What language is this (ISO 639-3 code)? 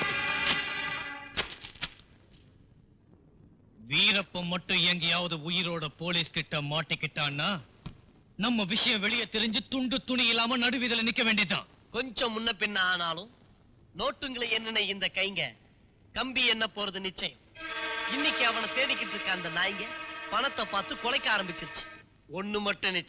tam